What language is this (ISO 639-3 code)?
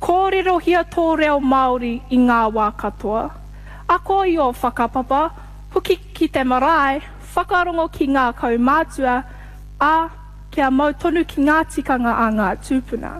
mri